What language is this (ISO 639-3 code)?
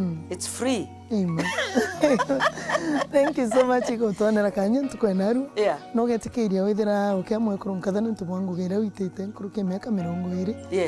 mer